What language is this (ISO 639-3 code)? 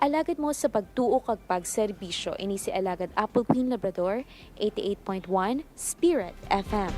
hil